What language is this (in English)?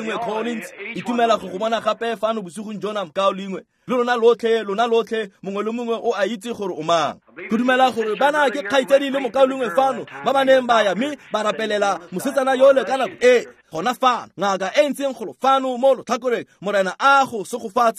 Tswana